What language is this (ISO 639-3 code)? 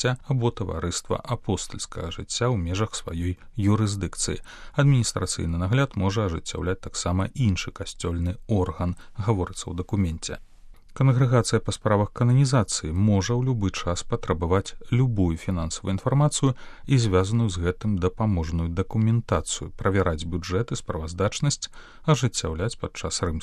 bel